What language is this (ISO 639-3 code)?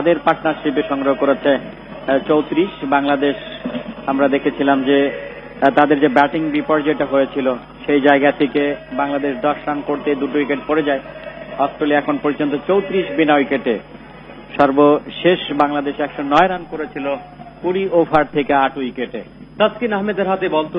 ben